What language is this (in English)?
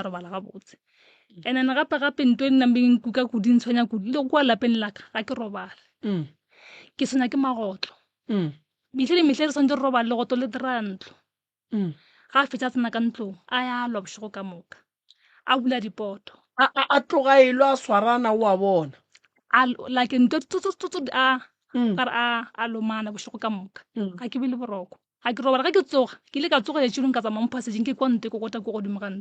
Northern Sotho